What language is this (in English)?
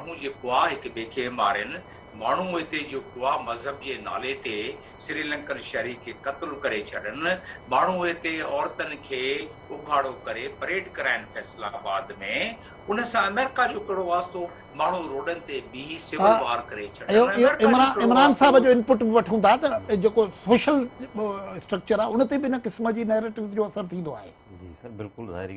Sindhi